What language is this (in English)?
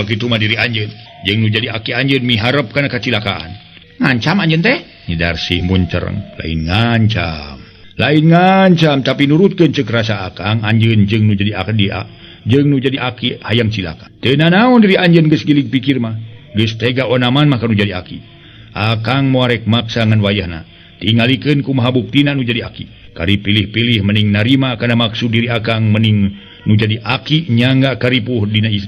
Sundanese